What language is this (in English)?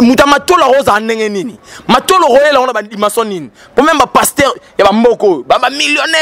Lingala